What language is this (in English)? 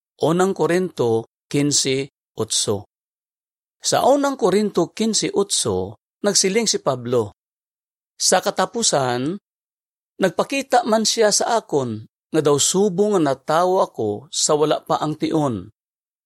Hiligaynon